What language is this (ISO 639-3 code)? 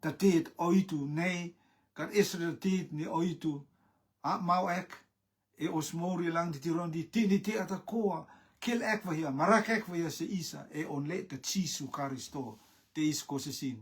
rtm